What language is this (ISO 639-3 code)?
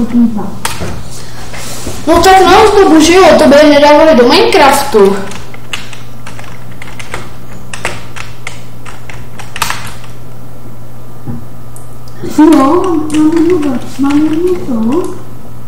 ces